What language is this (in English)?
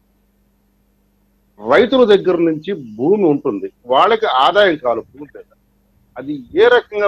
Telugu